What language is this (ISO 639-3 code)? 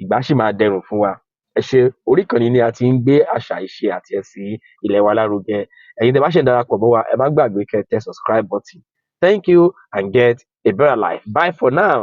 yor